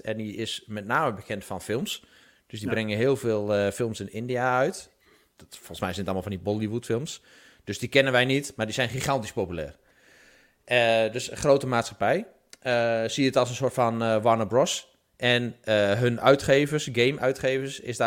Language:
Dutch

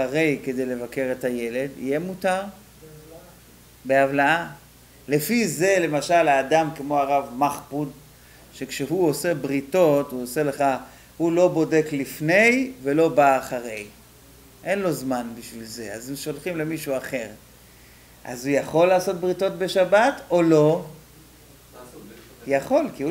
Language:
Hebrew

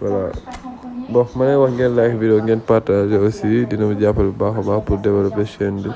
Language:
Wolof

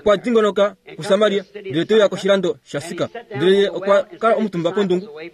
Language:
Kuanyama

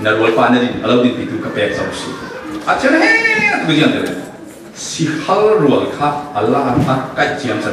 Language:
Falam Chin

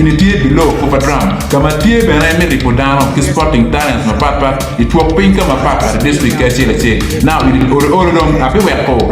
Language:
Acoli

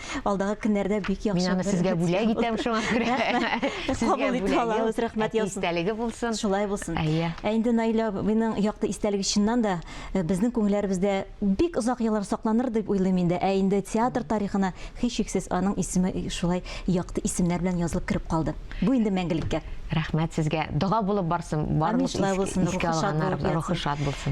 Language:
Tatar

